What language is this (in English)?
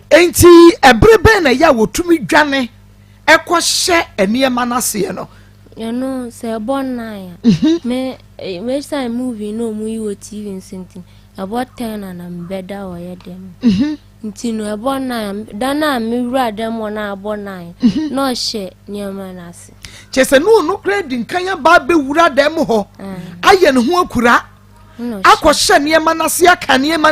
Akan